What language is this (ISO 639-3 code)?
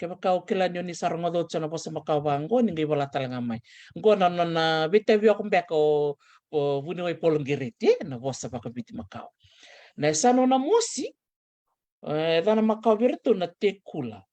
fij